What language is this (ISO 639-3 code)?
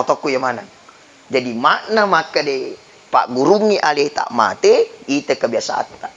bug